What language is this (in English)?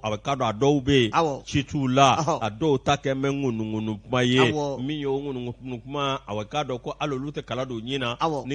Bambara